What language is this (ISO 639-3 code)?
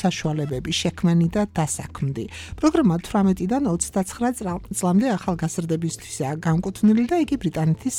kat